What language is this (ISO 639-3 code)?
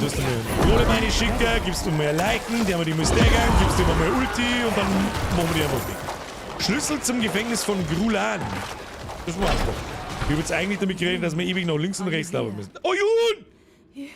bar